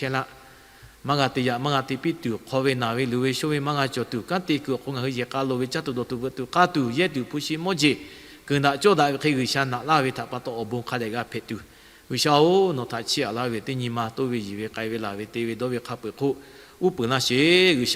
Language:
Lahu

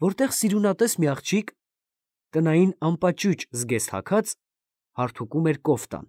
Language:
Armenian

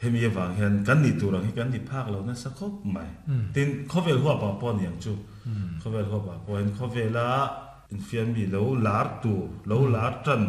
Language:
Mizo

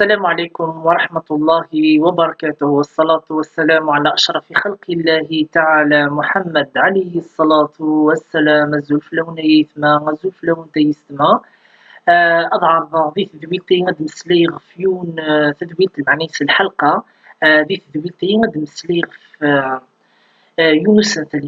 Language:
Kabyle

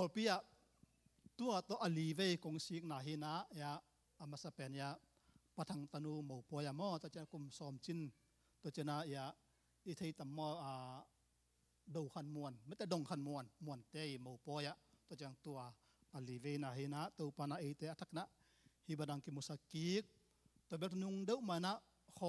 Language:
Tedim Chin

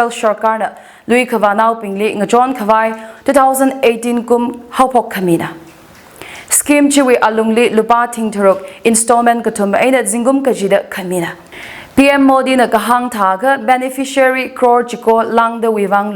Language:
Tangkhul Naga (India)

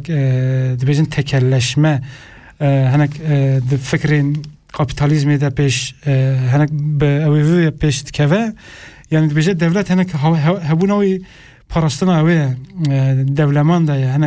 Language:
Kurdish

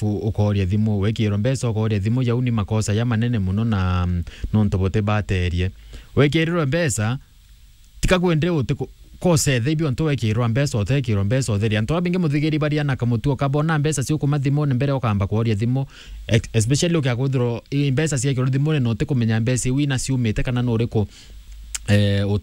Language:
Meru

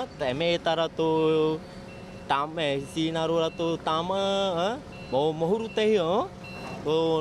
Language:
Tahitian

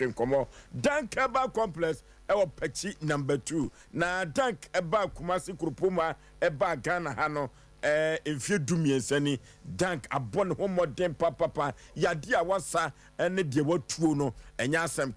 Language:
Akan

